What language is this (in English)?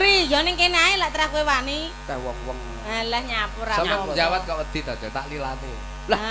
Javanese